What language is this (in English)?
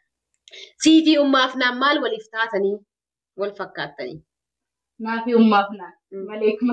Oromo